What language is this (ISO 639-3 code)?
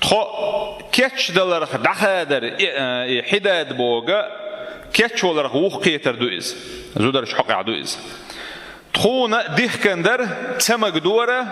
che